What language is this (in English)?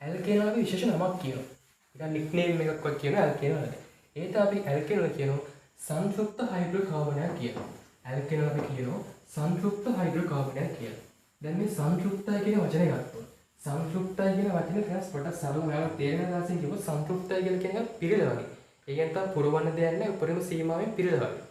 Sinhala